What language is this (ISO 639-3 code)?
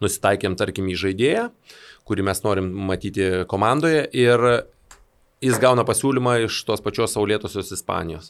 lit